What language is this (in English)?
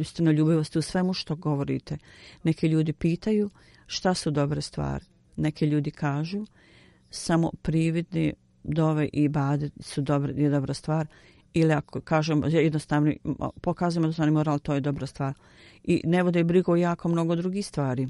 Bosnian